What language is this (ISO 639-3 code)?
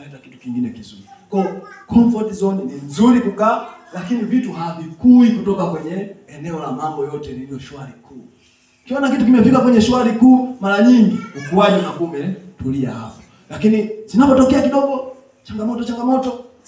swa